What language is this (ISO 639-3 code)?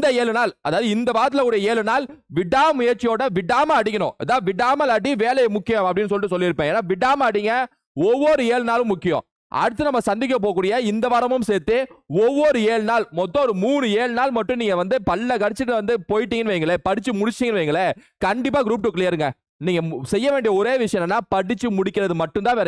tam